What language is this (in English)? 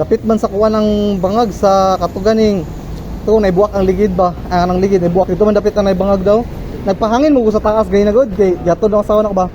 Cebuano